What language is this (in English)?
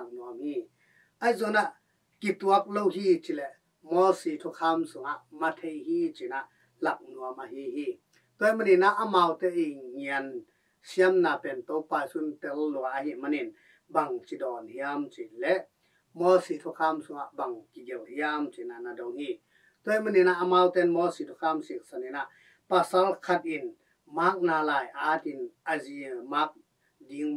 Tedim Chin